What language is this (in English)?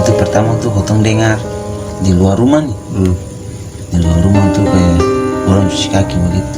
Ambonese Malay